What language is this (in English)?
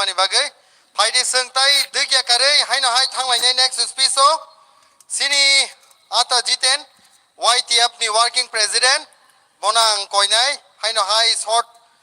Kok Borok